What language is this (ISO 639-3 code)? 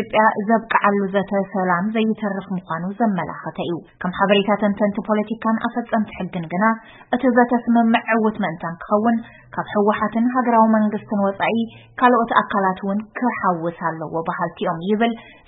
tir